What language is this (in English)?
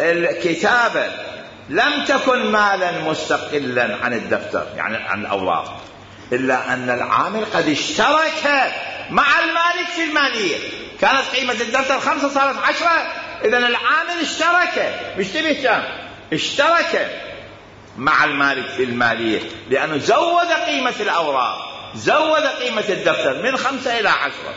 Mesopotamian Arabic